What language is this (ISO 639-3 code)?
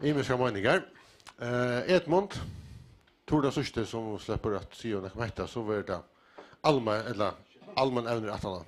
fao